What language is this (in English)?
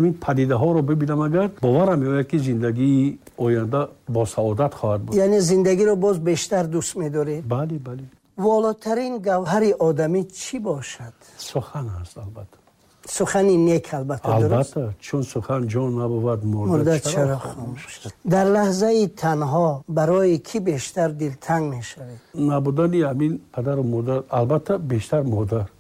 Tajik